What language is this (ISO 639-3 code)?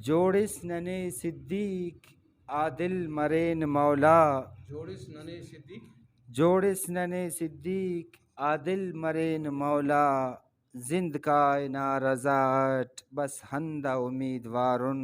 brh